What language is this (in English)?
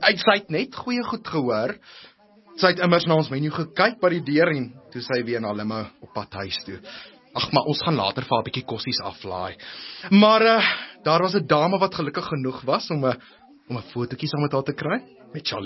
Afrikaans